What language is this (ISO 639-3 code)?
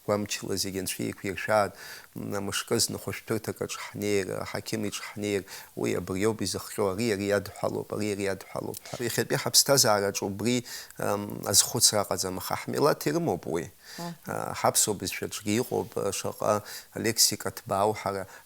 abk